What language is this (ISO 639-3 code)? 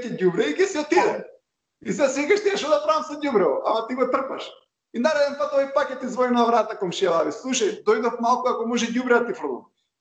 mkd